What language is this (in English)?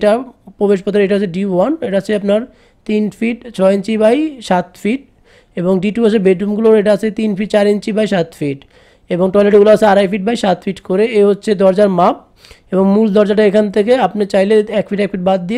Bangla